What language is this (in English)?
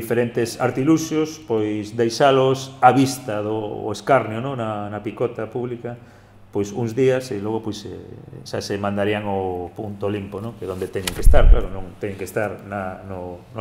Galician